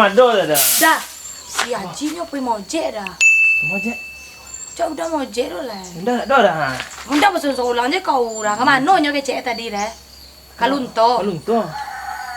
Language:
Minangkabau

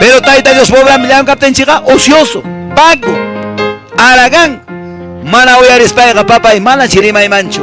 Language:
Quechua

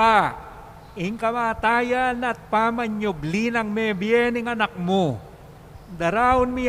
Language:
Pampanga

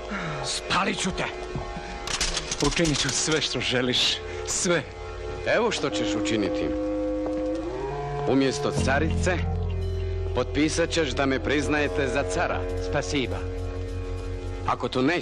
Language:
Croatian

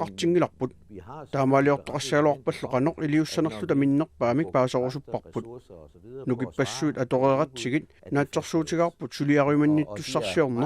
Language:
Kalaallisut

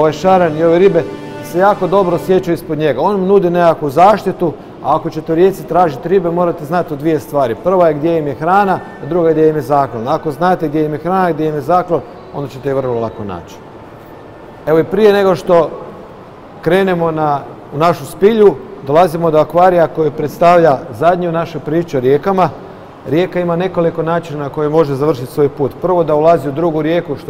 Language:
Croatian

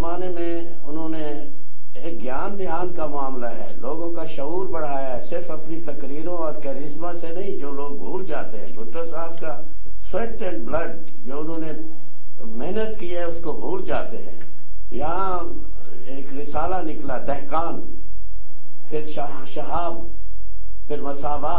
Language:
Urdu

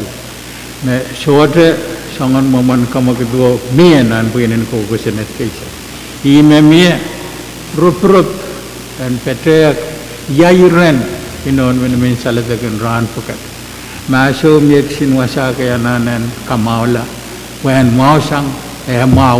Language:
Pohnpeian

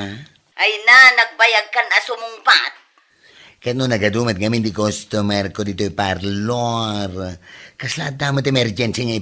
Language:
Iloko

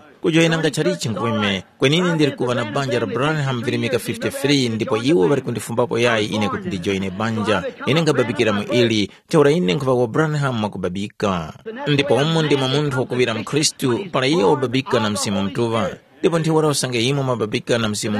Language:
Tumbuka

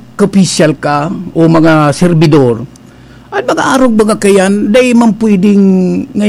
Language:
Bikol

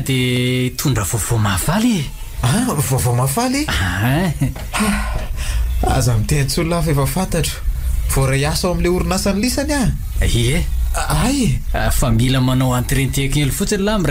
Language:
Malagasy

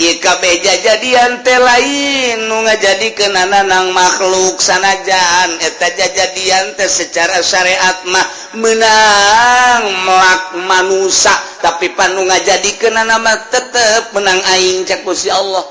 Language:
Sundanese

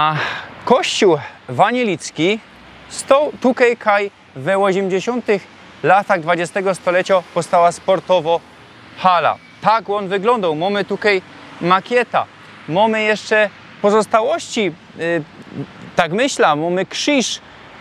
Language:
Silesian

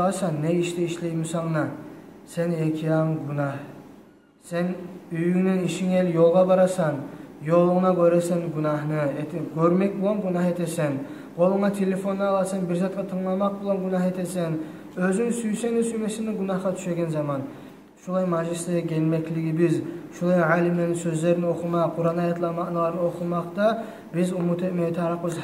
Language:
Kumyk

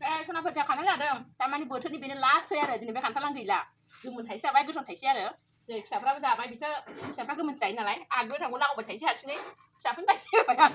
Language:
Bodo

